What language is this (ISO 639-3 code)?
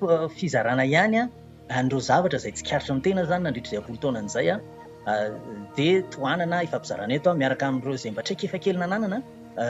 mlg